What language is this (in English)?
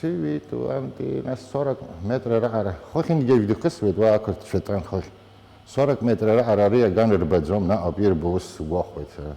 Abkhazian